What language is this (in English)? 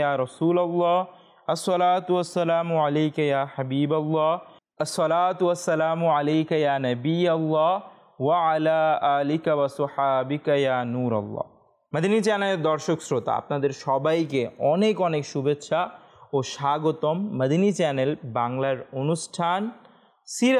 Bangla